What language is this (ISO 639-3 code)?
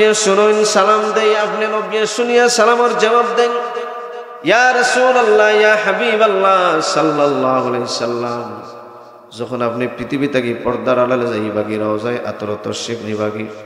syl